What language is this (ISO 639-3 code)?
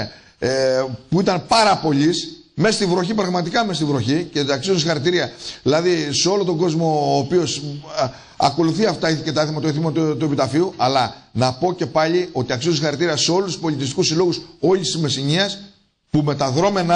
ell